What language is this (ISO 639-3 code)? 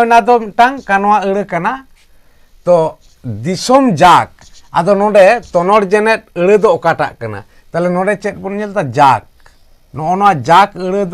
sat